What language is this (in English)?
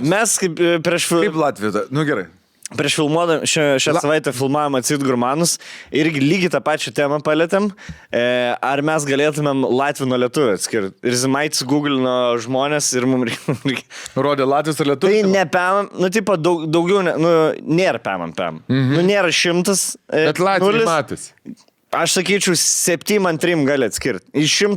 Lithuanian